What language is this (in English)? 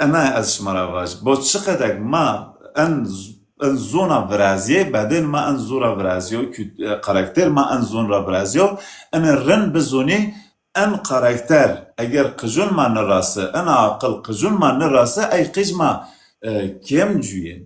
Zaza